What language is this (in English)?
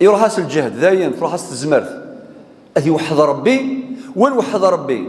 Kabyle